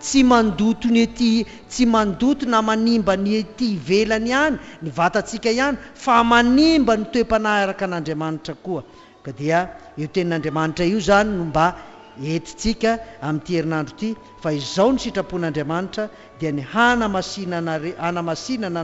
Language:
Malagasy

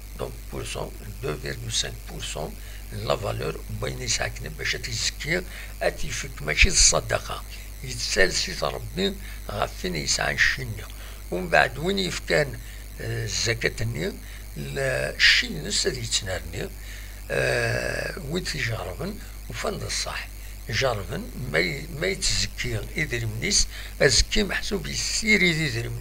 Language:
Kabyle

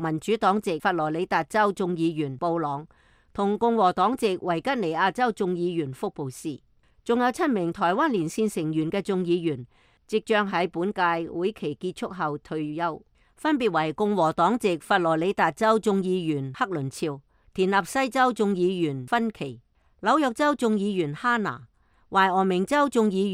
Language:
Cantonese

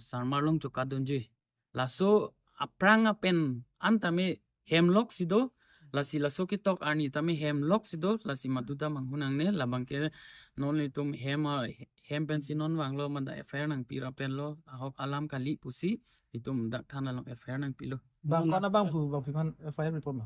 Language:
Karbi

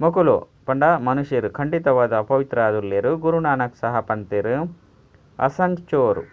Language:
Tulu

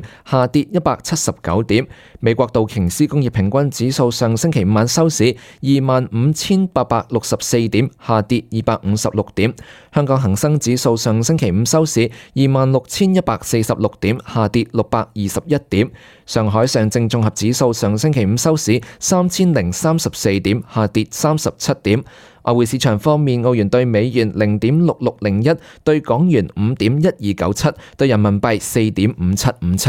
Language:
Cantonese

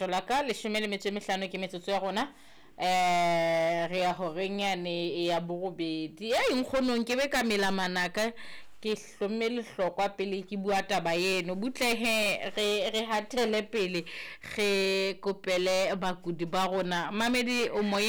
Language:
Southern Sotho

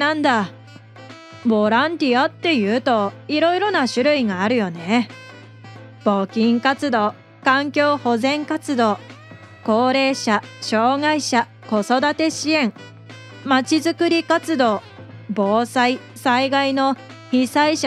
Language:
Japanese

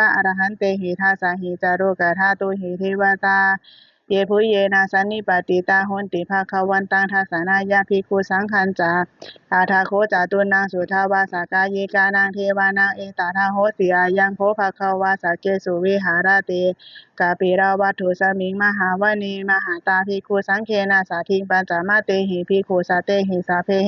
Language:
Pali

